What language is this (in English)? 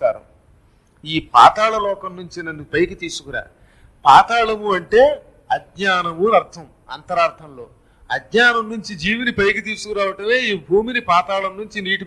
Telugu